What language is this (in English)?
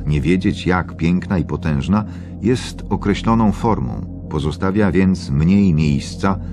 Polish